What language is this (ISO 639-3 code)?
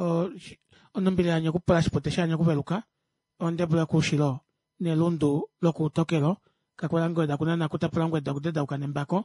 kua